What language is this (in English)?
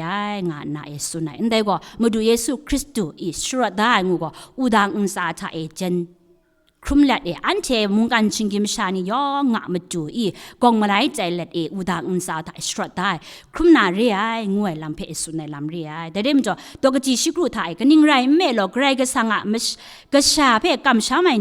Kachin